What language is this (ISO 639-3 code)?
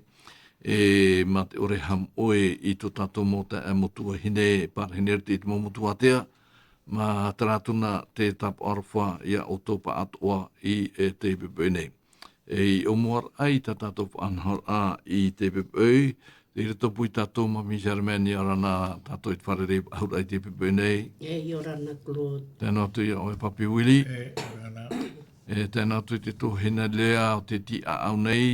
tah